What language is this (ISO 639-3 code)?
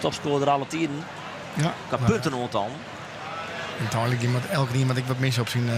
fry